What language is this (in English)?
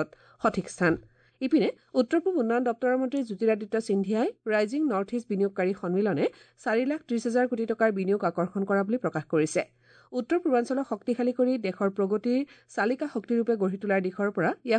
Assamese